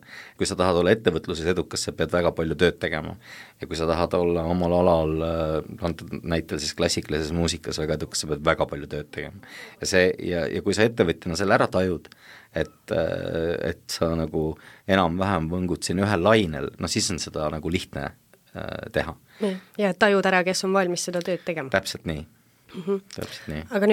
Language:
Estonian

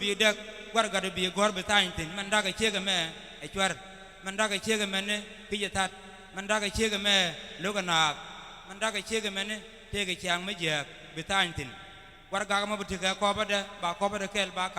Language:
Nuer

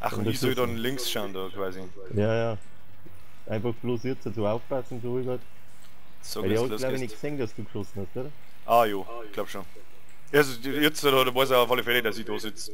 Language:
Bavarian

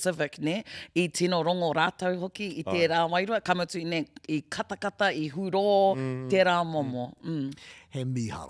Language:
Māori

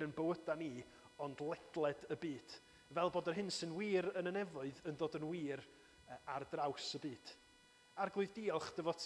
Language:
Welsh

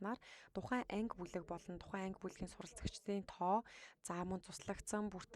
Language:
Mongolian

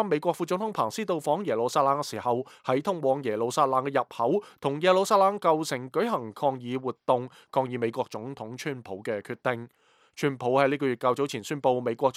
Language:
Cantonese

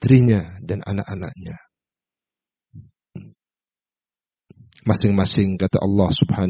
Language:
Indonesian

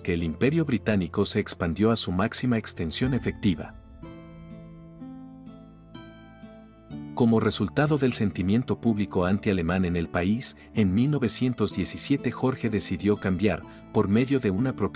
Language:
Spanish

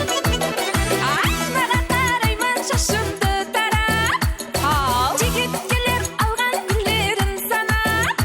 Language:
Kara-Kalpak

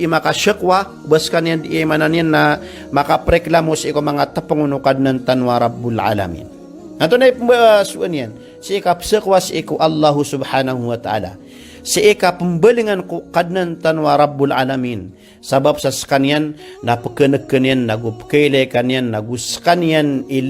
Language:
Maranao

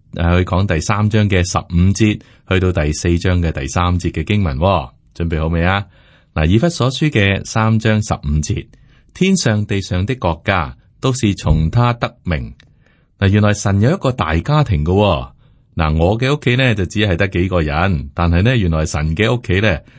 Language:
Cantonese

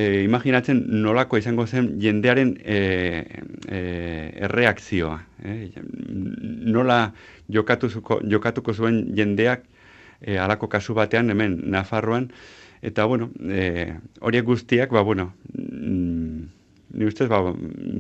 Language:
Basque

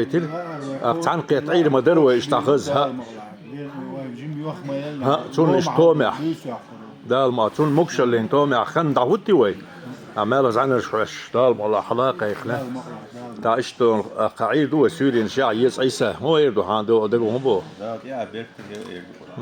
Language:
Chechen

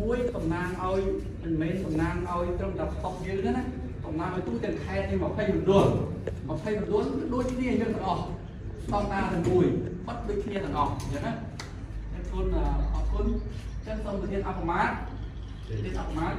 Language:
Khmer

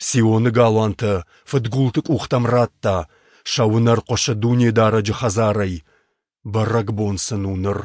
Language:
Ossetic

